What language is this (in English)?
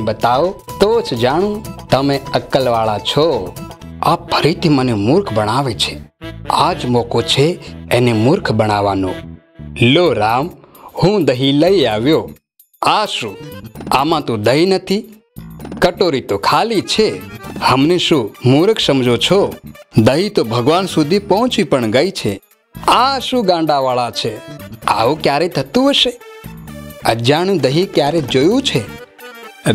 Gujarati